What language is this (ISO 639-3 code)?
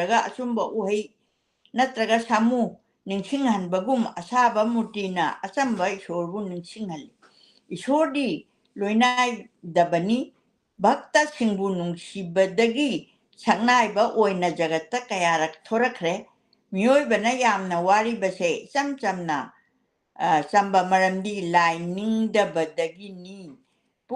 mni